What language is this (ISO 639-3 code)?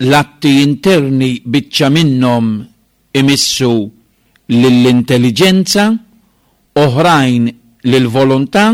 mlt